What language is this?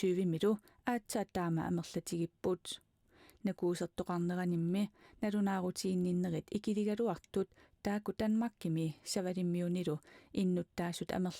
Kalaallisut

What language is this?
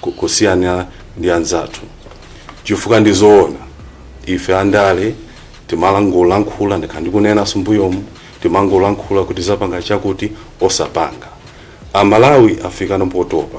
Nyanja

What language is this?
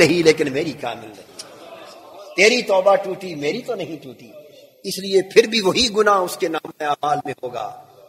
Urdu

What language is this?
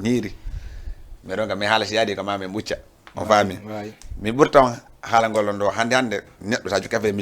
Fula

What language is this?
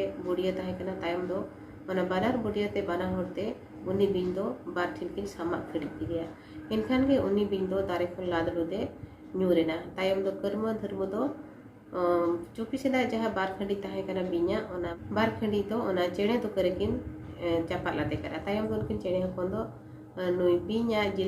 Santali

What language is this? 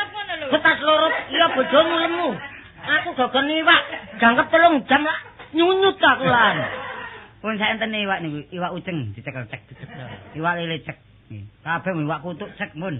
Javanese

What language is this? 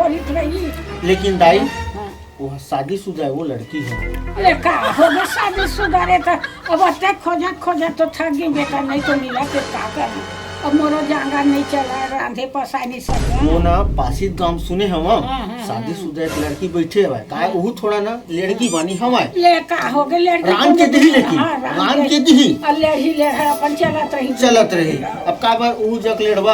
Chhattisgarhi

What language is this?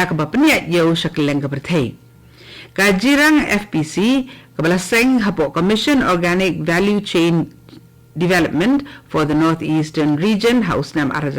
Khasi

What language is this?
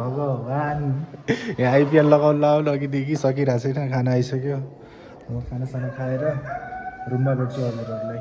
Nepali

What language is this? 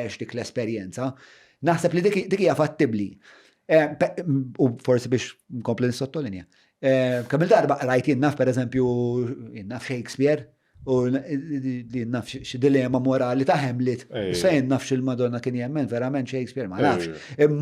Maltese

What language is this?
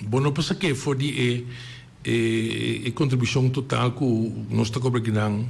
Papiamento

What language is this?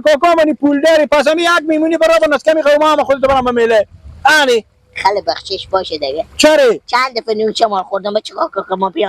Persian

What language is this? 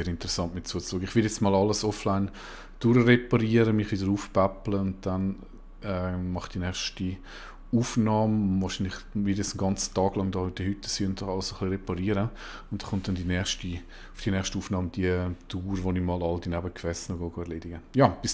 Swiss German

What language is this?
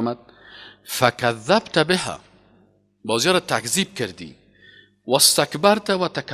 Persian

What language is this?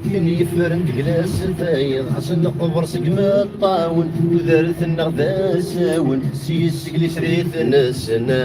Kabyle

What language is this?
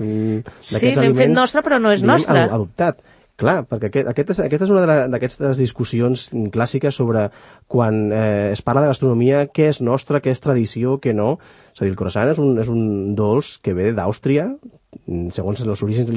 Catalan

